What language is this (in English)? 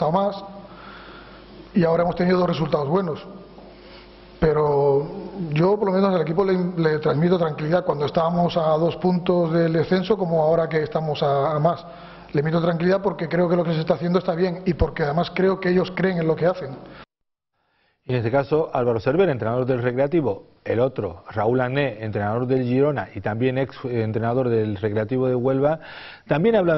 Spanish